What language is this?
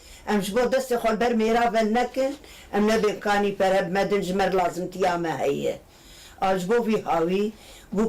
Kurdish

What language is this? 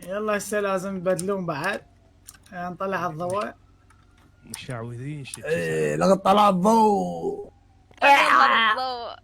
Mesopotamian Arabic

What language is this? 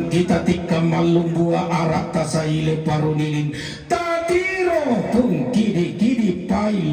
Toraja-Sa'dan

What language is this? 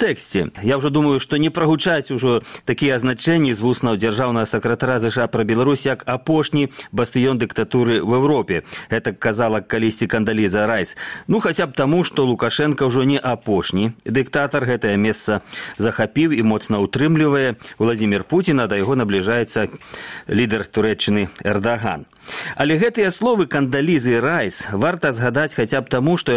Belarusian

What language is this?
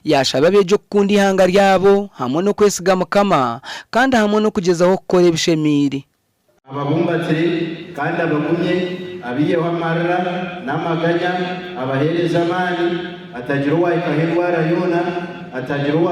Nyankole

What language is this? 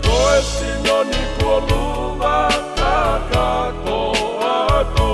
Tongan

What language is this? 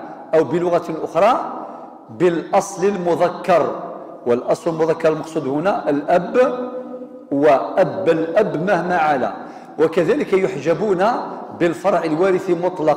Kabyle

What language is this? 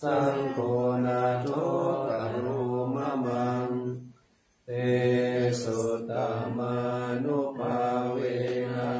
Pali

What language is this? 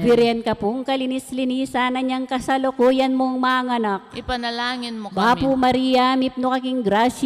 Pampanga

